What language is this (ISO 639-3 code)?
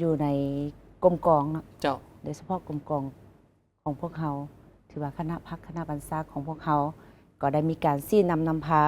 lao